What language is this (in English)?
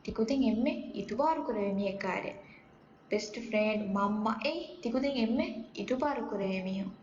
Divehi